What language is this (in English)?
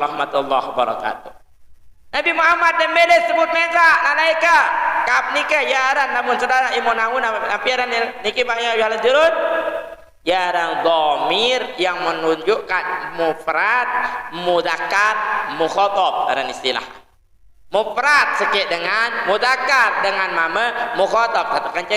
Sasak